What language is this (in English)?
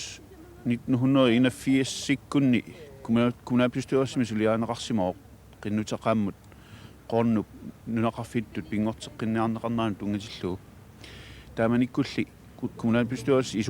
Kalaallisut